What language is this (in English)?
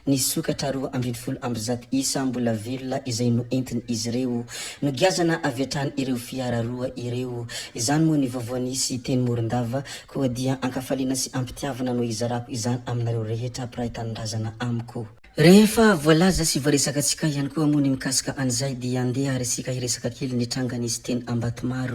Malagasy